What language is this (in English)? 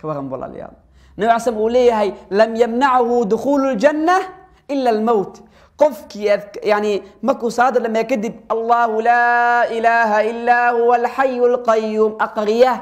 Somali